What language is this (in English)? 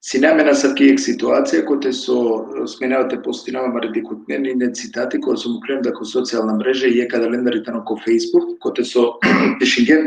Balkan Romani